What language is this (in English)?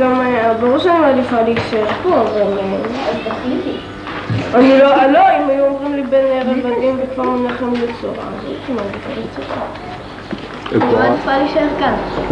Hebrew